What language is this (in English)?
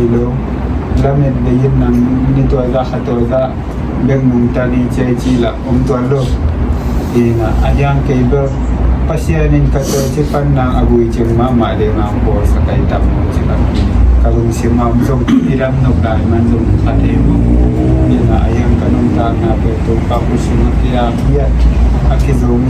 Tedim Chin